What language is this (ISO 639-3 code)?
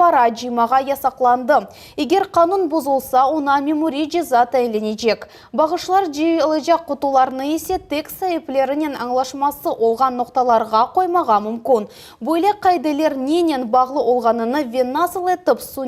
crh